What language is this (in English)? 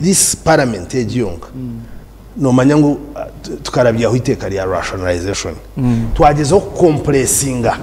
Nyankole